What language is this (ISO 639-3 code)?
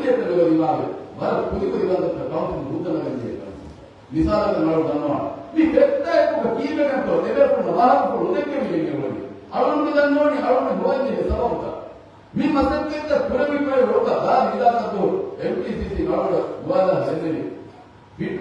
div